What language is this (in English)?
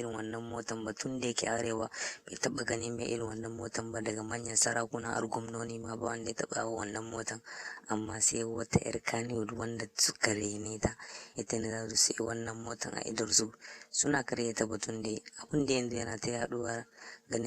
Hausa